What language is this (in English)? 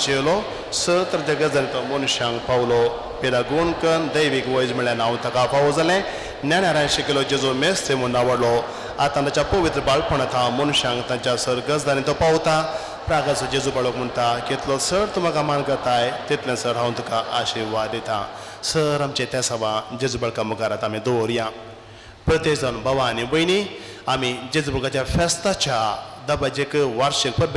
Konkani